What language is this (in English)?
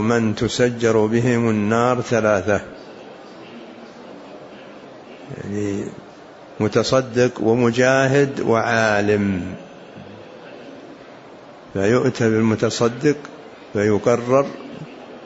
Arabic